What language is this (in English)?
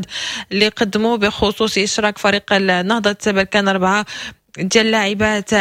Moroccan Arabic